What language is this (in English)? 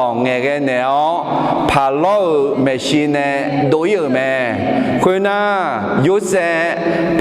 Akha